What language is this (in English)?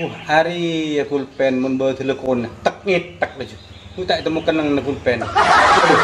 Madurese